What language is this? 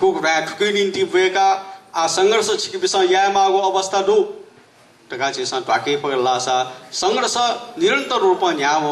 Newari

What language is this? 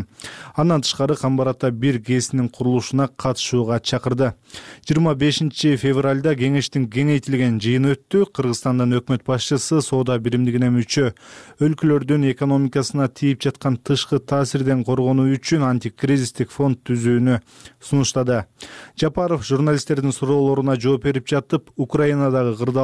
Kyrgyz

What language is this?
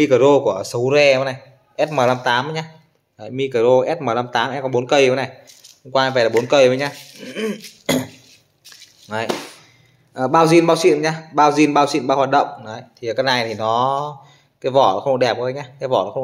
Vietnamese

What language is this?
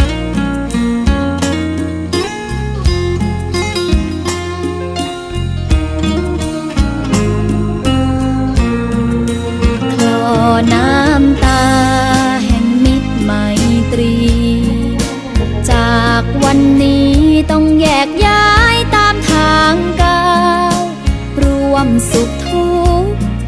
Thai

